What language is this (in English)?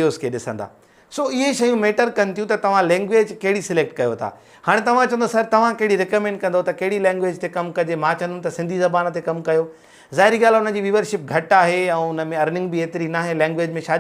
Sindhi